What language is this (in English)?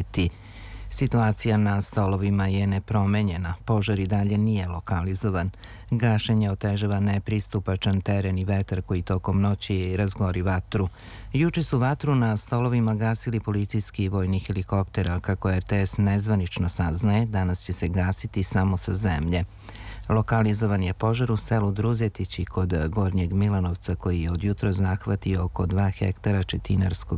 Serbian